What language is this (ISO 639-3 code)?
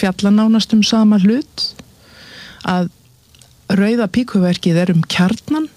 isl